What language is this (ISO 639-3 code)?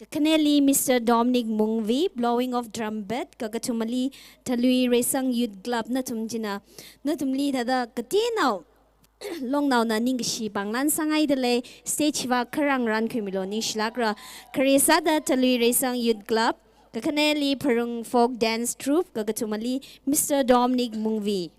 nmf